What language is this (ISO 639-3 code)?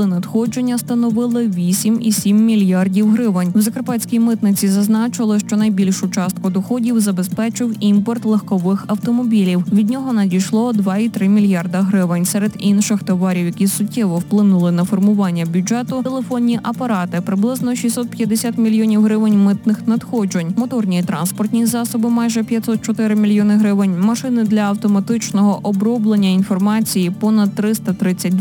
ukr